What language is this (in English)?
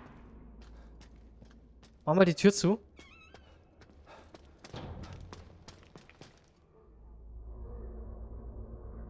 German